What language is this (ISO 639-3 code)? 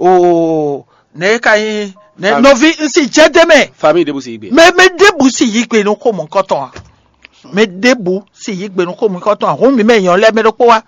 fon